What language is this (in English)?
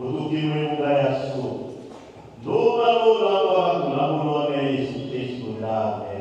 Tetela